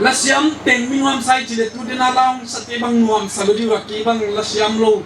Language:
Paite Chin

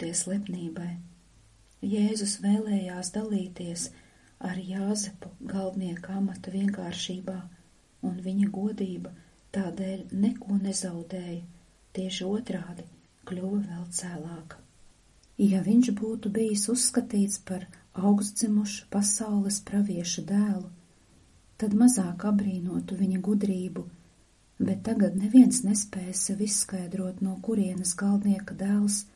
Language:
Latvian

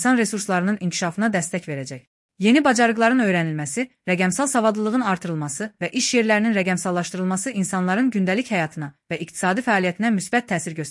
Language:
Azerbaijani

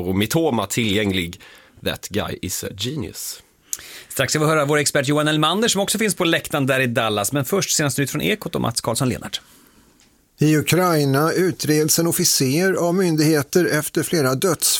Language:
Swedish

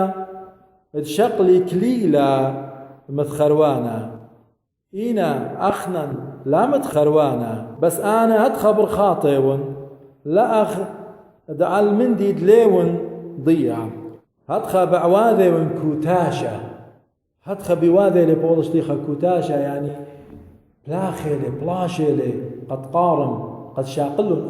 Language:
Assyrian Neo-Aramaic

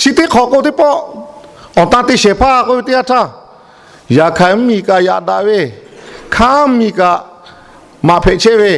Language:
Lahu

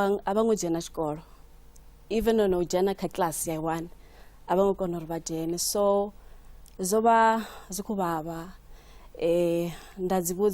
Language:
Venda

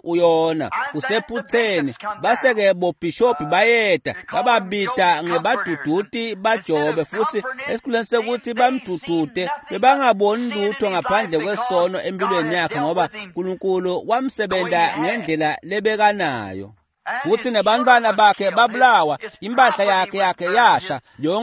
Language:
Swati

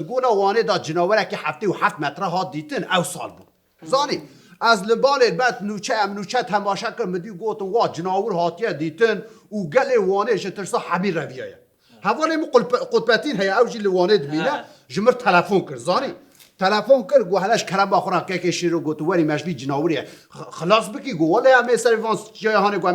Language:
Kurdish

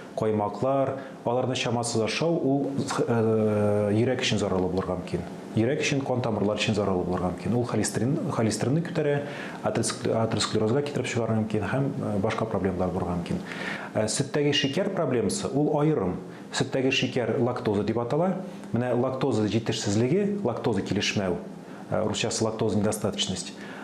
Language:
Tatar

